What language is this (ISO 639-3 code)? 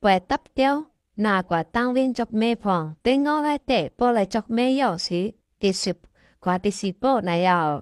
shn